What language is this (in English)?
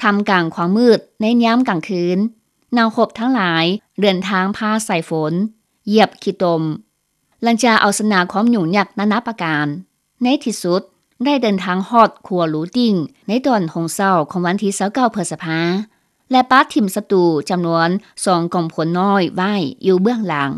Lao